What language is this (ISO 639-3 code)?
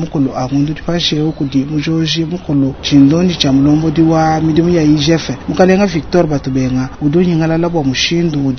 lua